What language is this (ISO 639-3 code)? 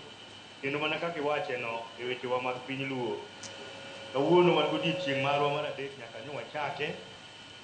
luo